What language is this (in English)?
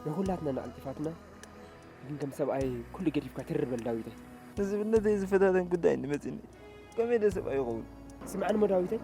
Tigrinya